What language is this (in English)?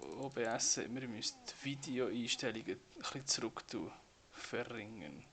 Swiss German